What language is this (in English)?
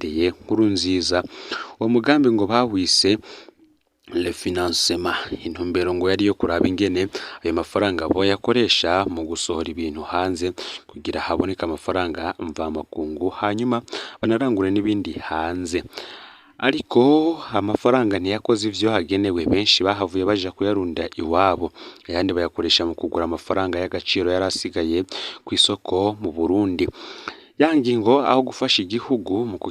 Rundi